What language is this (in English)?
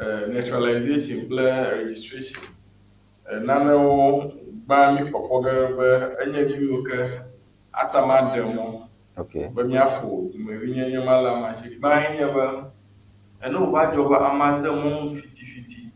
Ewe